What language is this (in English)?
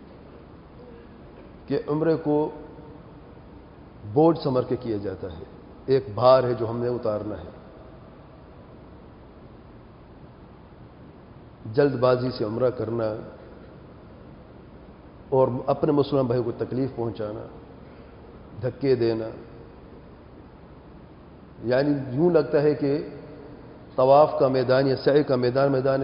Urdu